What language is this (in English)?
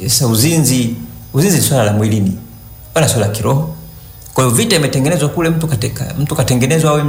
Swahili